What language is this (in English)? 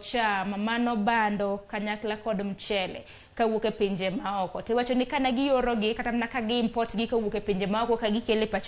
Luo (Kenya and Tanzania)